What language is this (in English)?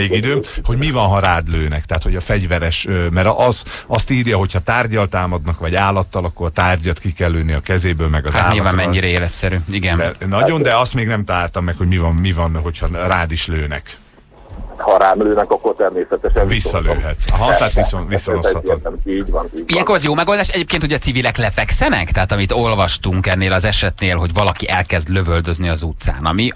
Hungarian